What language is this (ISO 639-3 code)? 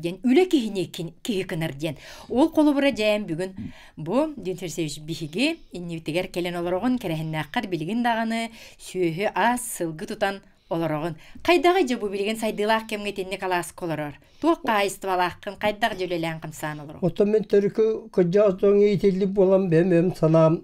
sah